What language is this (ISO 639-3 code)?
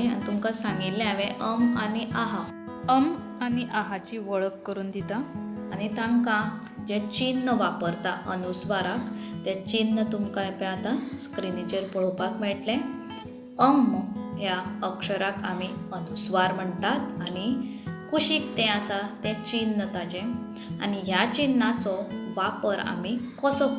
kok